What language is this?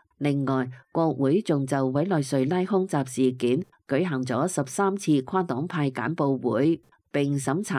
Cantonese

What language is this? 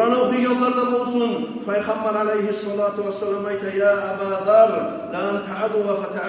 Kumyk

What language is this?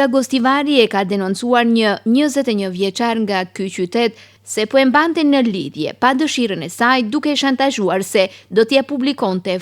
Albanian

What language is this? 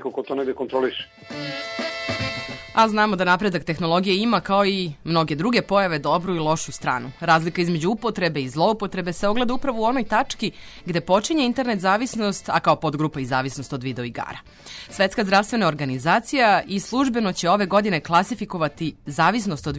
Serbian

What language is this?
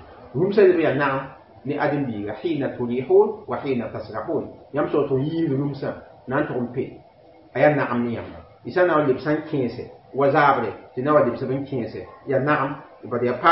Mossi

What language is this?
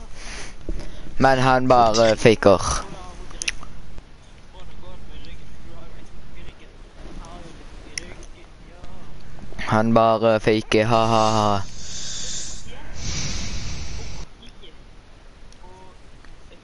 Norwegian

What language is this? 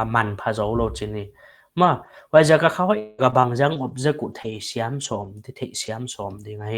Paite Chin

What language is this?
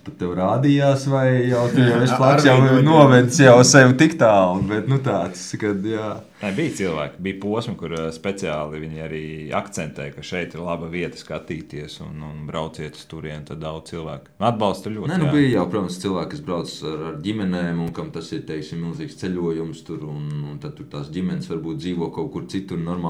Latvian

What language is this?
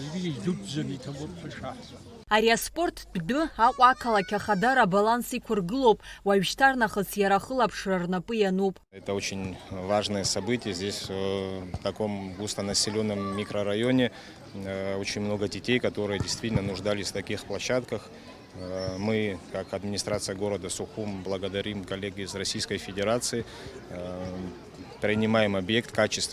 Abkhazian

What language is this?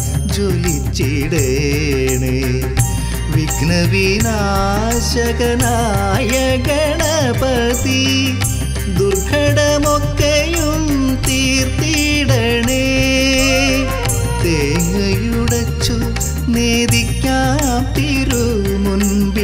Malayalam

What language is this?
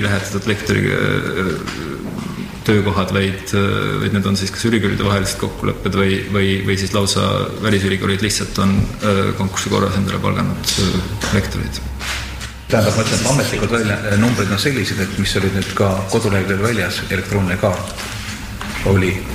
Estonian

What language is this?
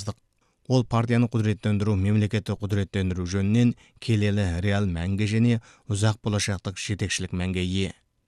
Kazakh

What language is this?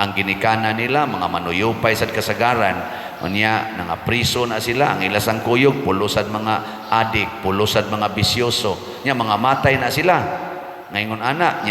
Cebuano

